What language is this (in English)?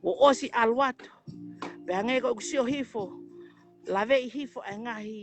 Tongan